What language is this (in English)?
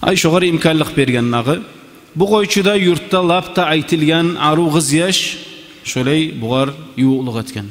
Kumyk